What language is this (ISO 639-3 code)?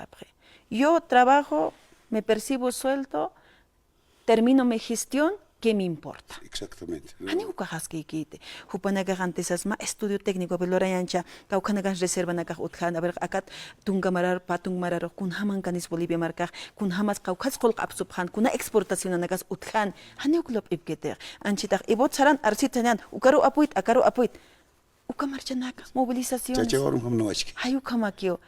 aym